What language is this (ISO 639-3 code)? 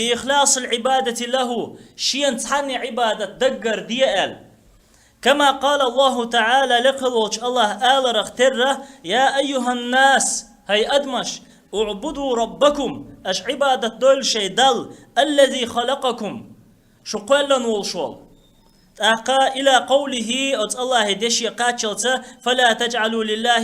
che